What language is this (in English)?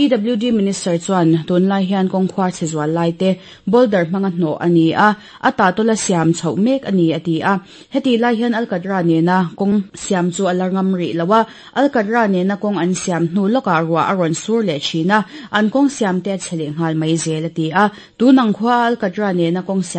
Mizo